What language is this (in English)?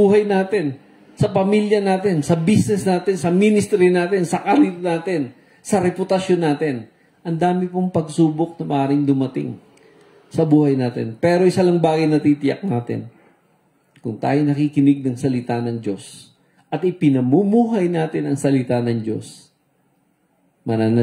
Filipino